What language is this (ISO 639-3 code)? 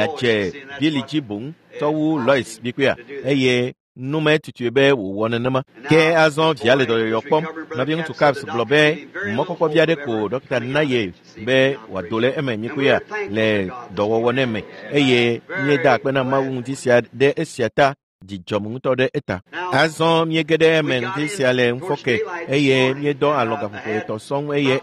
ewe